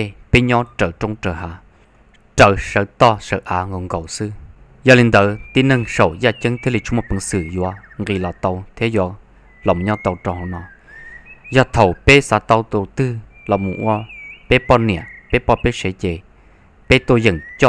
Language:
Hmong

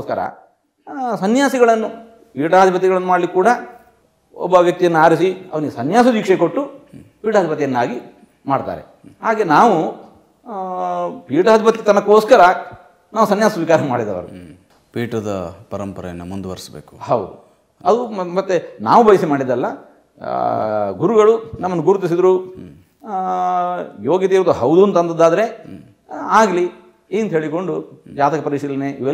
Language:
Kannada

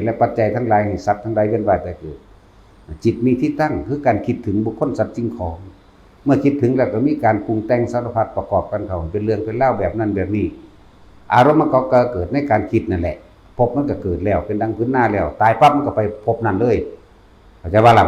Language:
Northeastern Thai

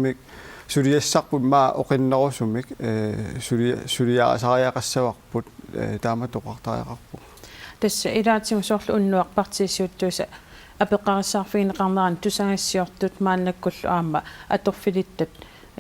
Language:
Kalaallisut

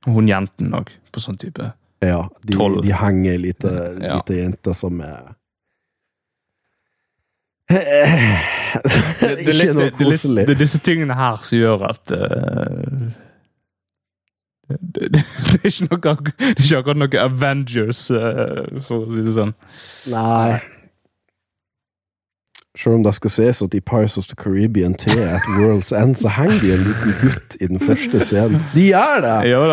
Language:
Norwegian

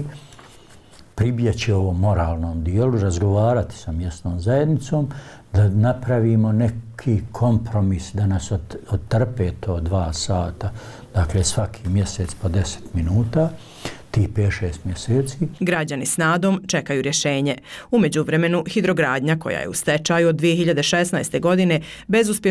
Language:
Bosnian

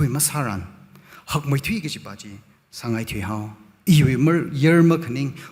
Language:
Tangkhul Naga (India)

